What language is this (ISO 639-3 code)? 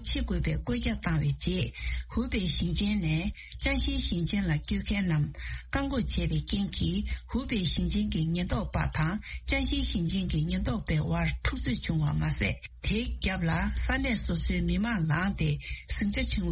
bod